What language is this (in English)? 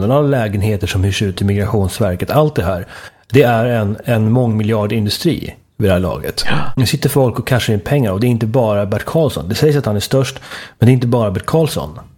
Swedish